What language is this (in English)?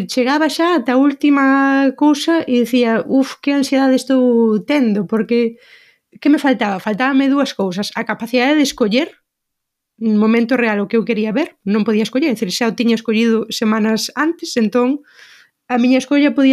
Galician